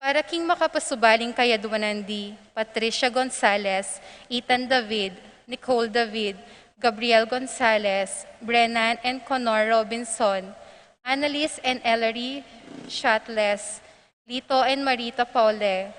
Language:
Pampanga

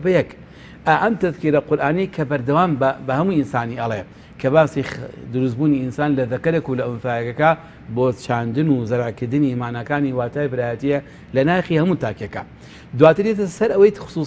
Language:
Central Kurdish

